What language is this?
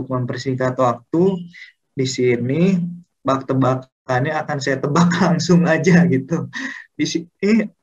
Indonesian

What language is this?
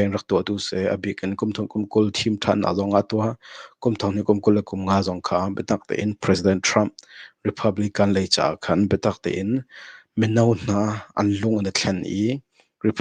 Hakha Chin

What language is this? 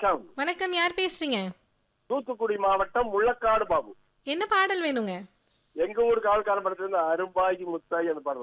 Tamil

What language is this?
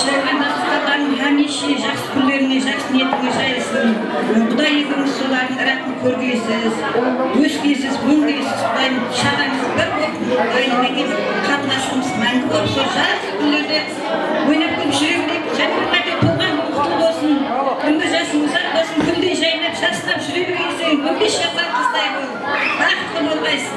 Kara-Kalpak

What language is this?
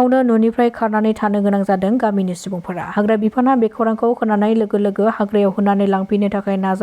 Bodo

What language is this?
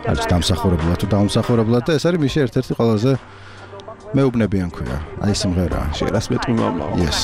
Georgian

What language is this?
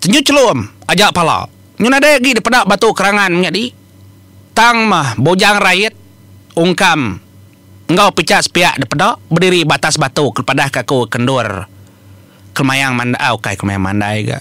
Iban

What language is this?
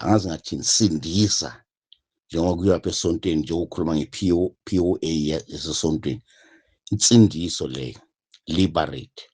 Zulu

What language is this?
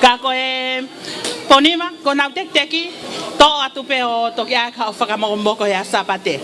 Tongan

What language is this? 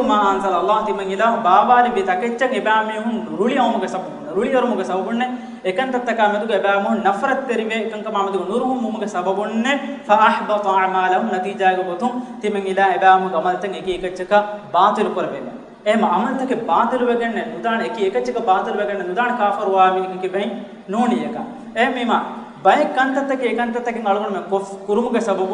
Divehi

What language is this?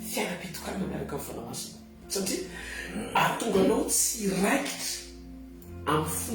Malagasy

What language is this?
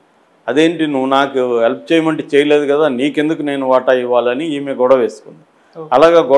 Telugu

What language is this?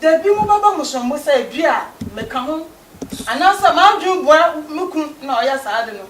Akan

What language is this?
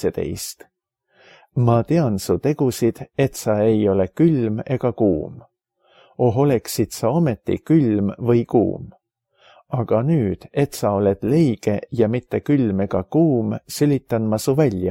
Estonian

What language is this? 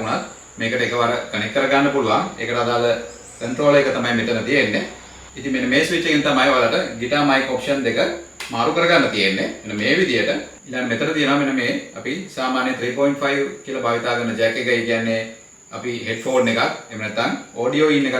Sinhala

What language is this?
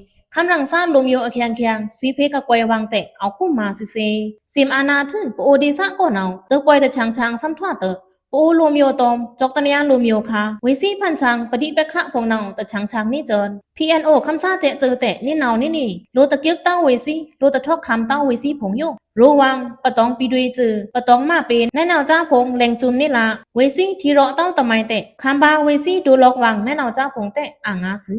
Pa'o Karen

